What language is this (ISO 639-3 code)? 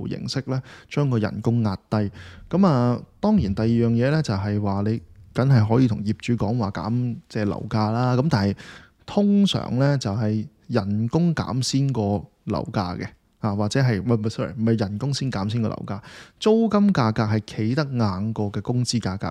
yue